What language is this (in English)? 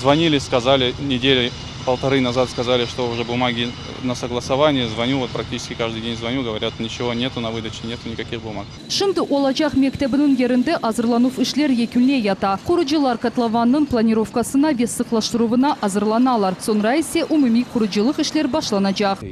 Crimean Tatar